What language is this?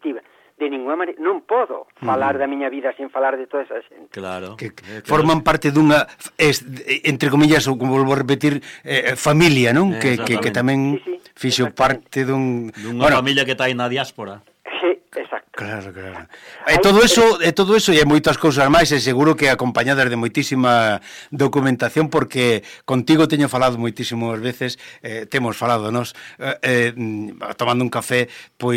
Galician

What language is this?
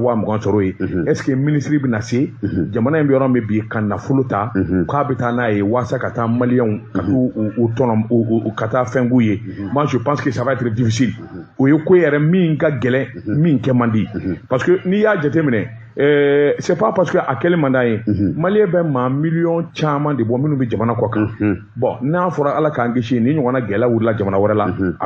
Bambara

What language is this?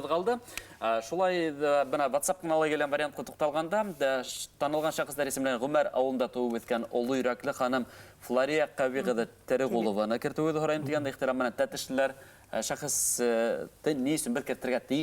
Bashkir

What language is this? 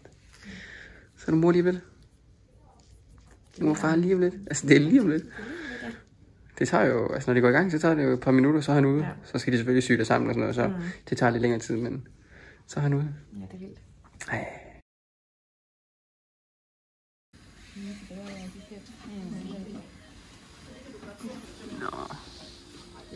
Danish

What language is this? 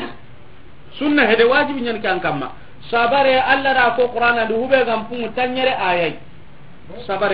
Soninke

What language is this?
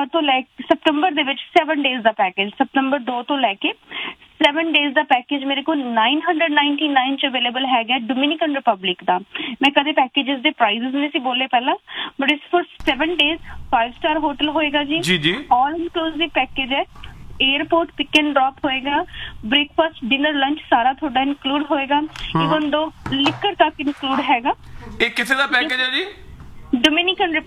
Punjabi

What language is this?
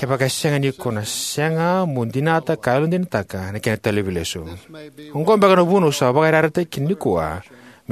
Fijian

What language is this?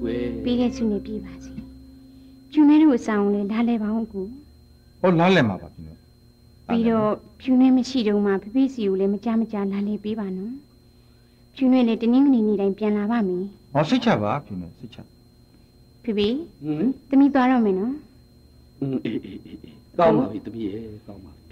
Burmese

